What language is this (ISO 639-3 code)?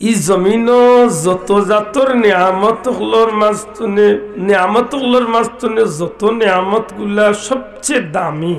syl